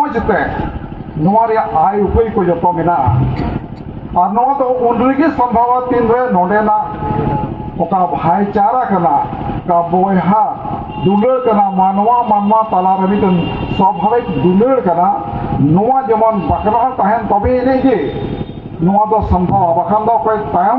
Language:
Santali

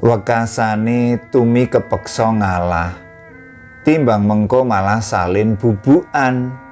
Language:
Javanese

